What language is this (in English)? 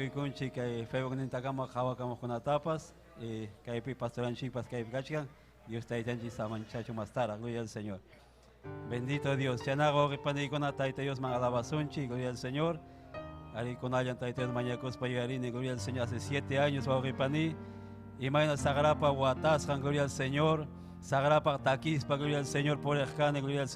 Ayacucho Quechua